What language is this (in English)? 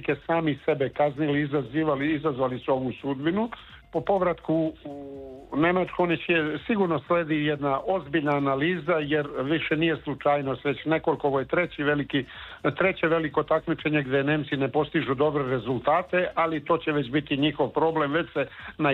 Serbian